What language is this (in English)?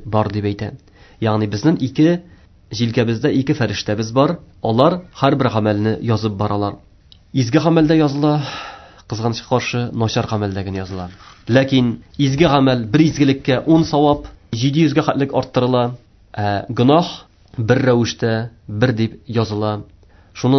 Tatar